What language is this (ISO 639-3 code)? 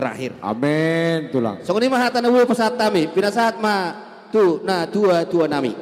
bbc